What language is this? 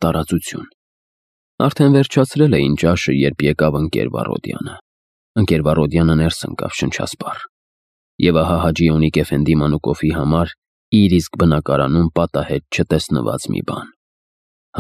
Armenian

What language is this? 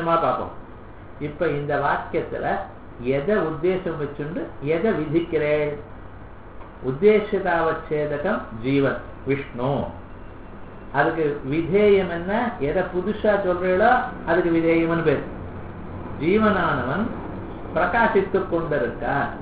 Tamil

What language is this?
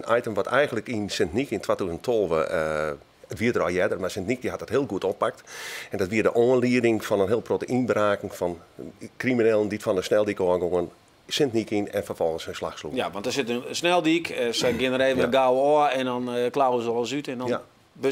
Western Frisian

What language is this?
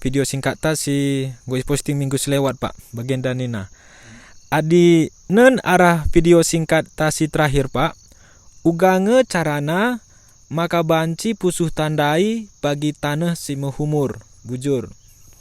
Batak Karo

